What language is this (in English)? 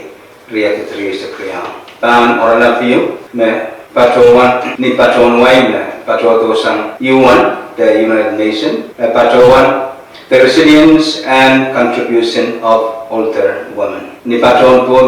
Pohnpeian